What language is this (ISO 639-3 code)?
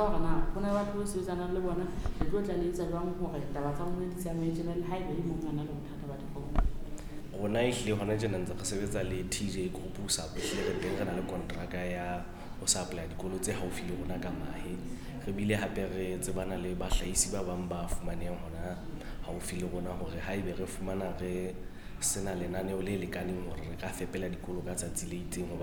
sot